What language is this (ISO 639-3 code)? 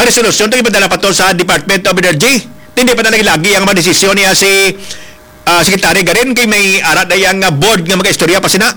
hil